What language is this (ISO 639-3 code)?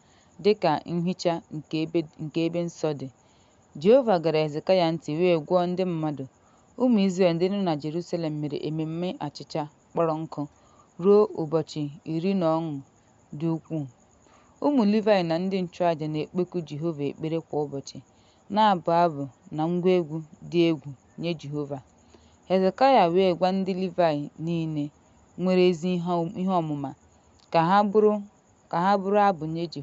ibo